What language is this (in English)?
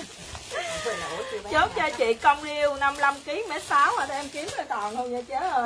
Vietnamese